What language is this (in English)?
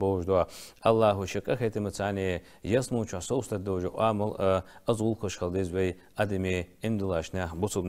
Ingush